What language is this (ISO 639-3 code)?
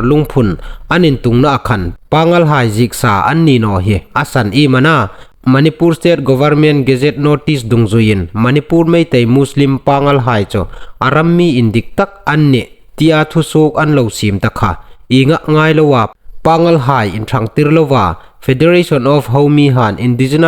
hmr